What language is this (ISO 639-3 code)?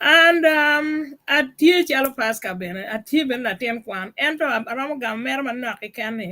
ach